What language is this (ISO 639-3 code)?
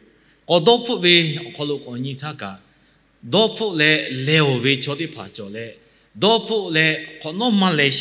lhu